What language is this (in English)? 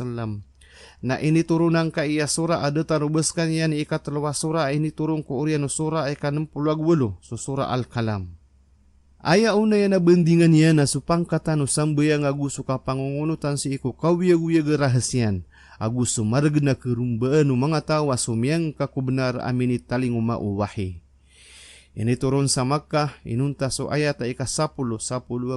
Maranao